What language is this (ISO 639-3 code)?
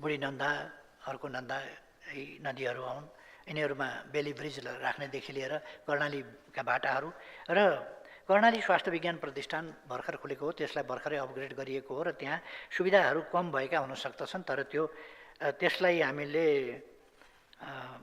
nep